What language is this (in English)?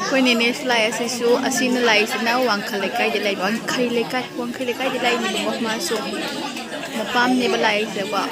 Manipuri